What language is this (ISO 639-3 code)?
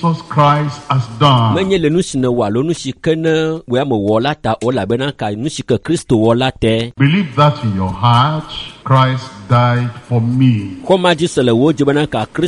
ewe